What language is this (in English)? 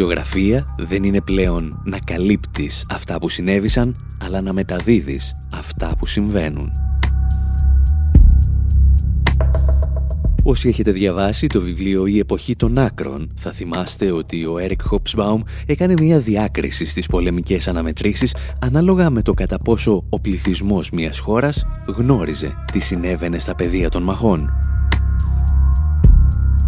Greek